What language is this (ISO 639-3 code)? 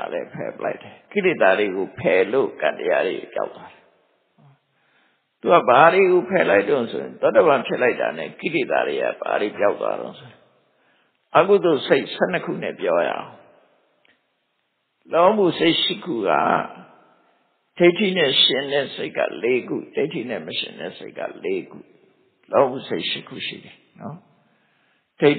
mya